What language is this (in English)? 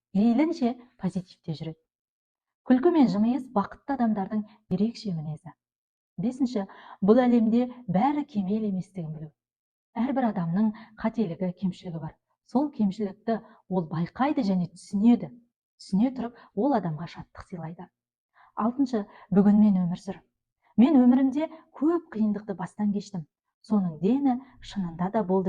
Kazakh